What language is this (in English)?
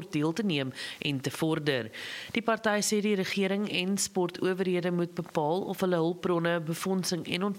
Afrikaans